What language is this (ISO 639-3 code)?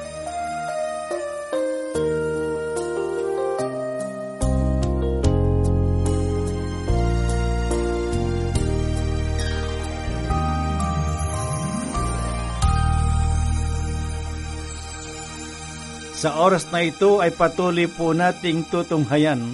fil